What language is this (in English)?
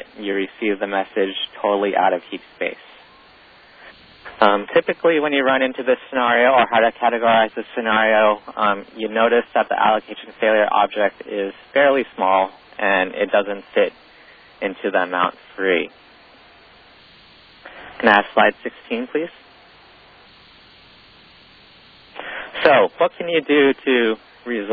English